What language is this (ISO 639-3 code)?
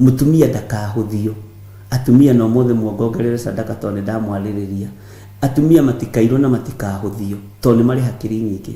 kik